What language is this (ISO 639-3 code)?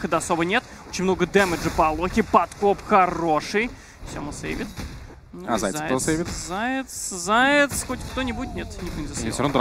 rus